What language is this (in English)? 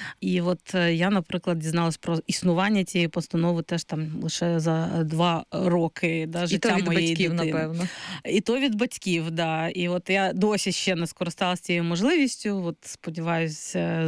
Ukrainian